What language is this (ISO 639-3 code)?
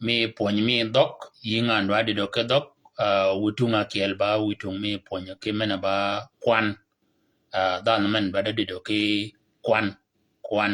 shk